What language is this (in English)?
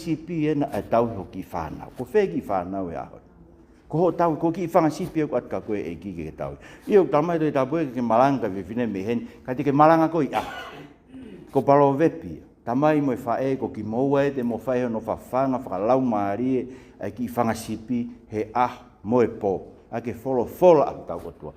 Tongan